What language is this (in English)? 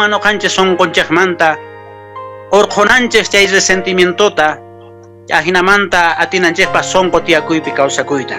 Quechua